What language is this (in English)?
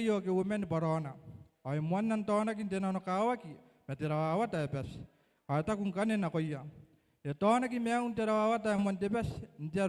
Gilbertese